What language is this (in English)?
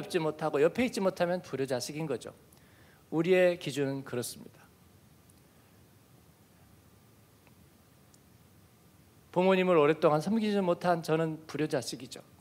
Korean